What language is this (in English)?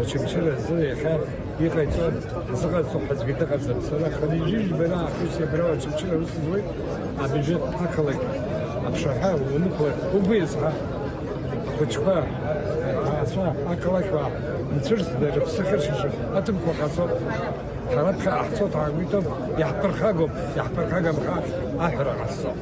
Abkhazian